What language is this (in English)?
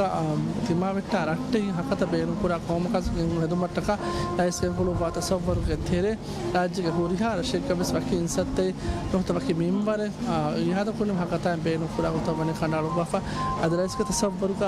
Divehi